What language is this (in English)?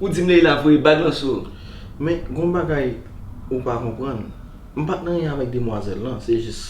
Haitian Creole